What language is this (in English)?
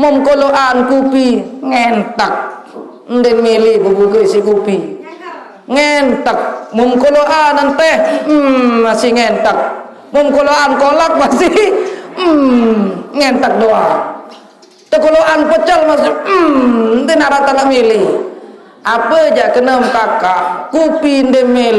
Sasak